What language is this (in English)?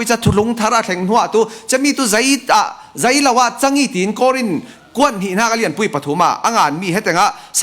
Falam Chin